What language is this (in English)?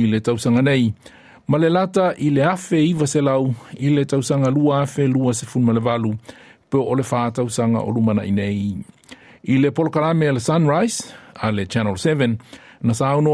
Samoan